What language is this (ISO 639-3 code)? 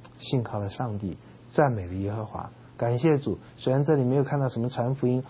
zho